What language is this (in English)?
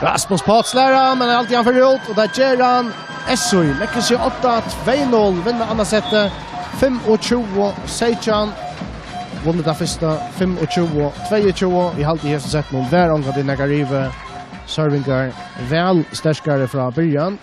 Faroese